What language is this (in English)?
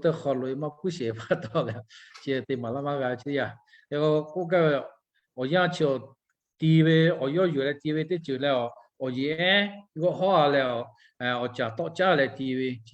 Lahu